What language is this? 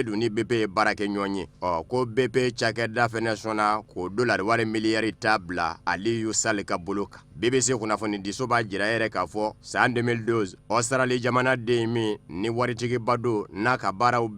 Bambara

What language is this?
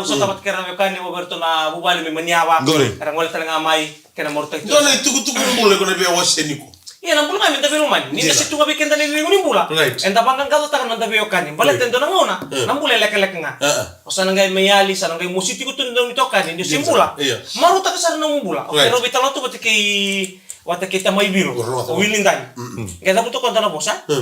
Fijian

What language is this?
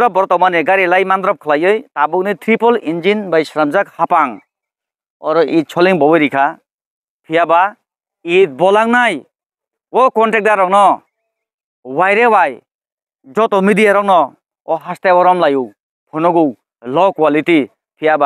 Kok Borok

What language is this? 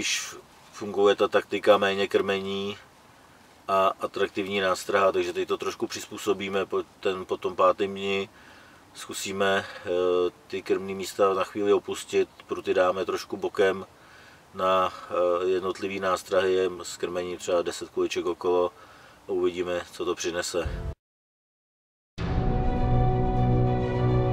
Czech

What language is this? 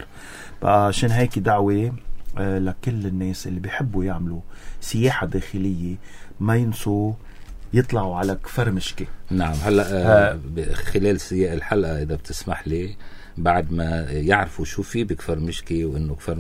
North Levantine Arabic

